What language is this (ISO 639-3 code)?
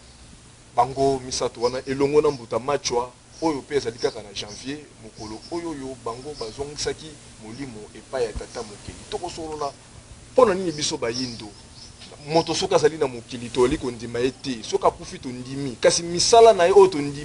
lin